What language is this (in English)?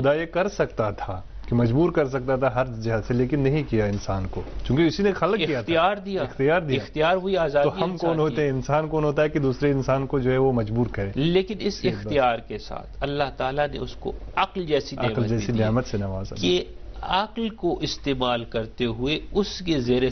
Urdu